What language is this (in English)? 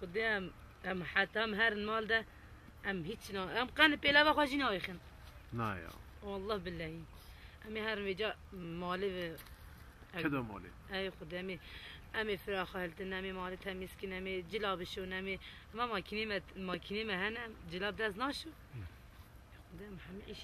Kurdish